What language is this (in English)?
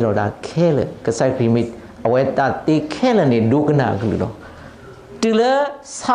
S'gaw Karen